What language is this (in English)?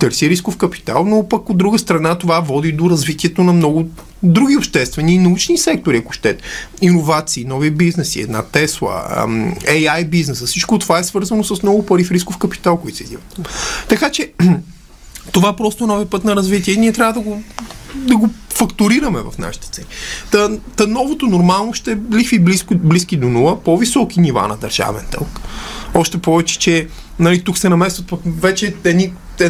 Bulgarian